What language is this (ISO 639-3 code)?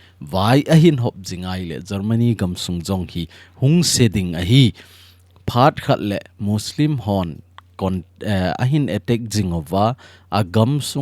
tcz